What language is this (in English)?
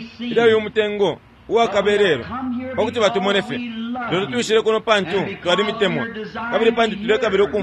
Bemba